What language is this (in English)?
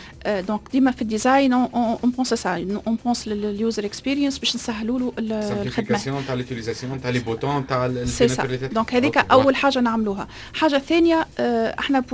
Tunisian Arabic